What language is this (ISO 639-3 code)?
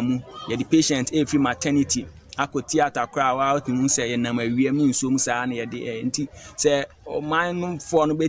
aka